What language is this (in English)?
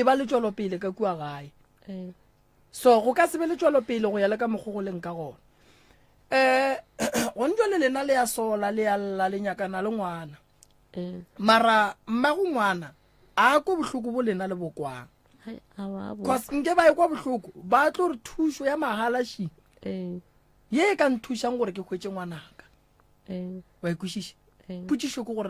Northern Sotho